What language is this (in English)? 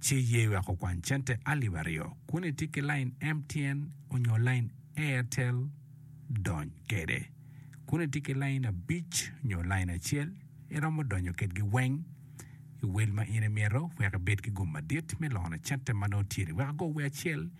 Acoli